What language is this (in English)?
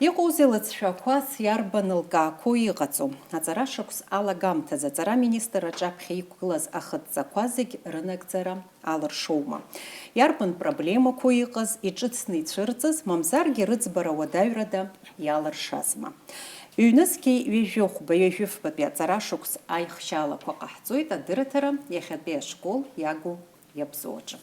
Abkhazian